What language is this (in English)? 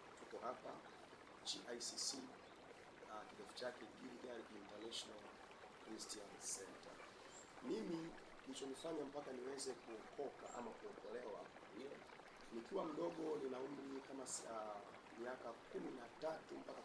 Swahili